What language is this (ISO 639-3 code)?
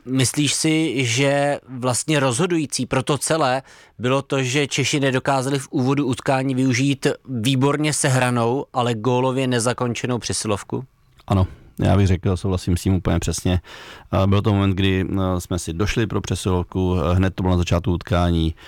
ces